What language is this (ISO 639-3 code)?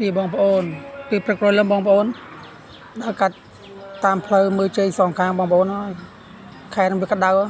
khm